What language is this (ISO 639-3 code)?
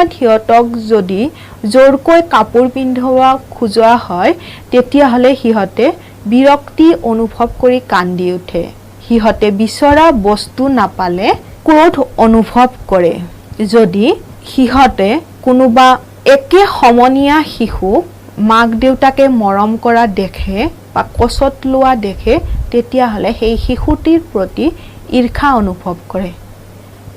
asm